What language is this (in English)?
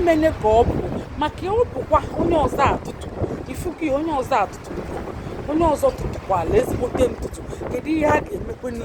Igbo